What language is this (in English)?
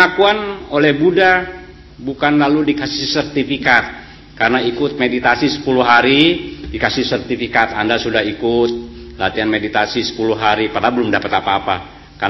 Indonesian